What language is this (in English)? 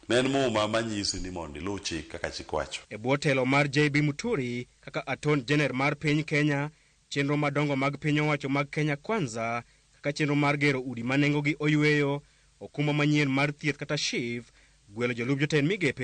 Luo (Kenya and Tanzania)